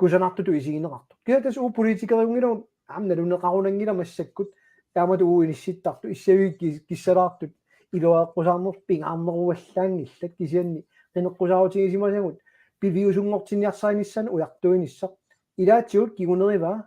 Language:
Kalaallisut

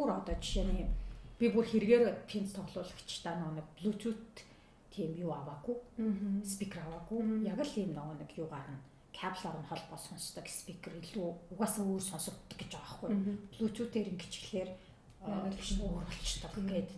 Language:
Mongolian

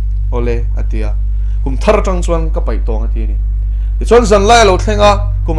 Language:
Mizo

